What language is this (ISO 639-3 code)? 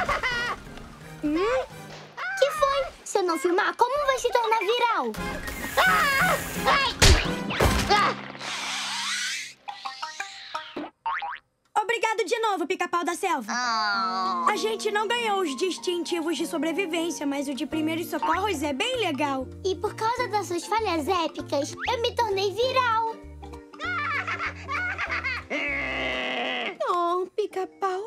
por